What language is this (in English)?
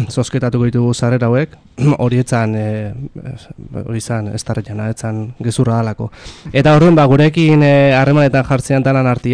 Basque